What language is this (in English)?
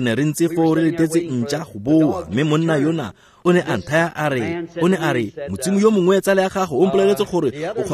Tswana